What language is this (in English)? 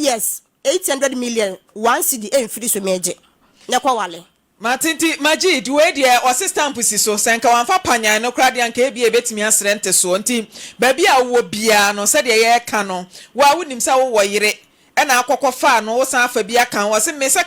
Akan